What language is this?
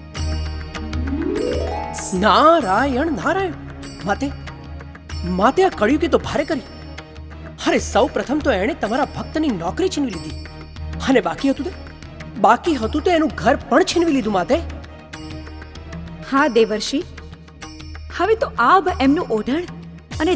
Gujarati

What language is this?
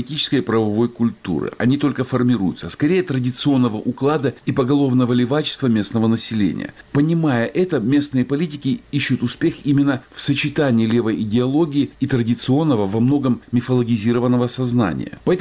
Russian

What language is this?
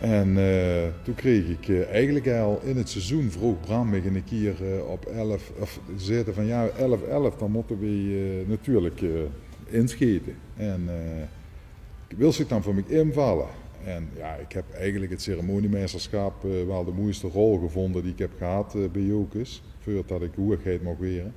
Limburgish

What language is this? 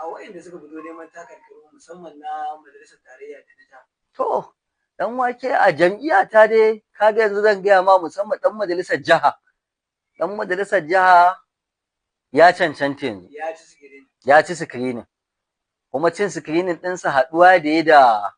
Hausa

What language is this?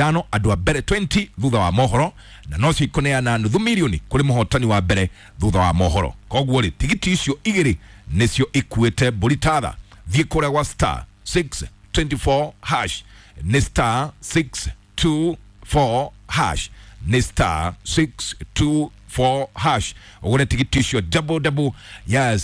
Kikuyu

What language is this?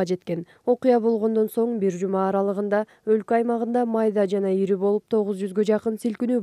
Kyrgyz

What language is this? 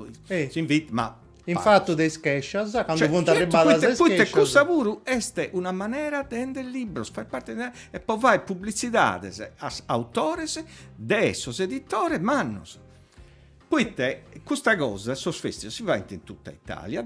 Sardinian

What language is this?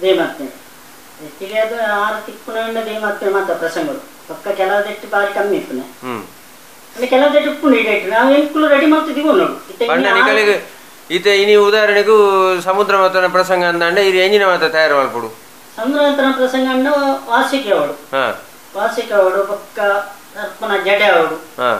Tulu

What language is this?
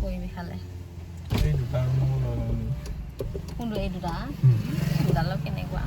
Assamese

